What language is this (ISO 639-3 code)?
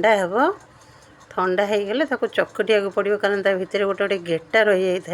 ori